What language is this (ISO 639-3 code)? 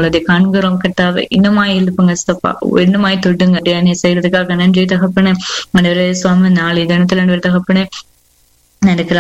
tam